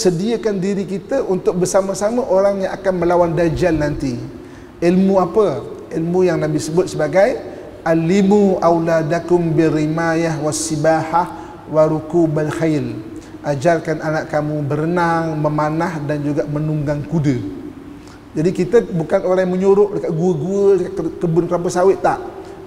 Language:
Malay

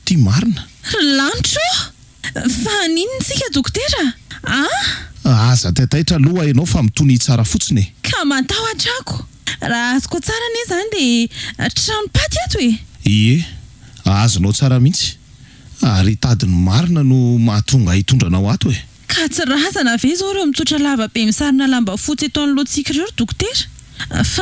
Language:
Malagasy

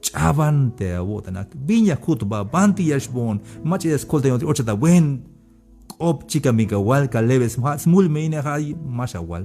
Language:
Tzeltal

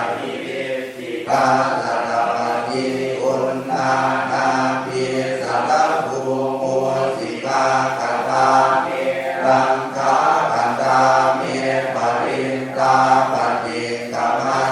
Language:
Pali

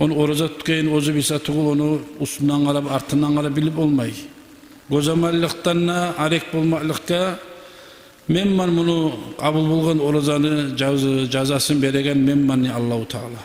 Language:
Kumyk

